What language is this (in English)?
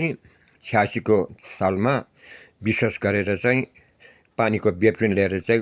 Nepali